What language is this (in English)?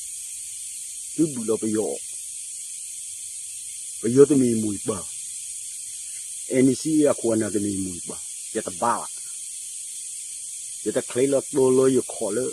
S'gaw Karen